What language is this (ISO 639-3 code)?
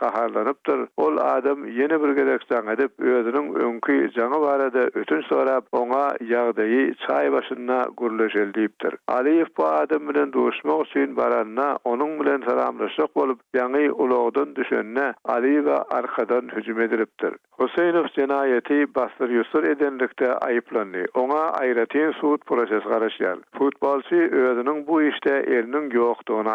tuk